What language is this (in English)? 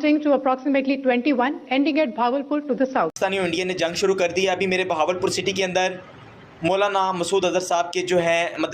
Santali